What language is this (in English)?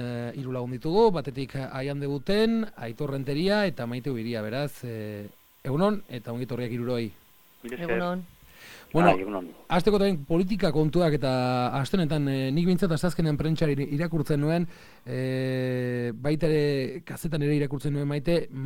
Basque